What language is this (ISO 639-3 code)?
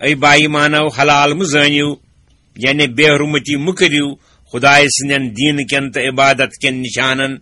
kas